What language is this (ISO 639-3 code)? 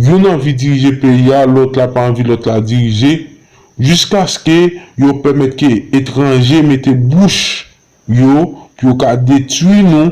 hat